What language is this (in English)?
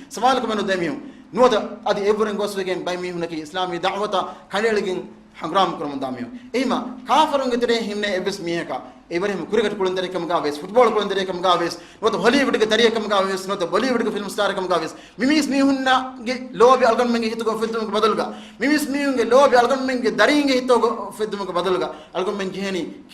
Divehi